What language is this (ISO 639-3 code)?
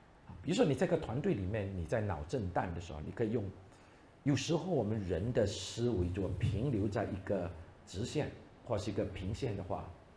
zho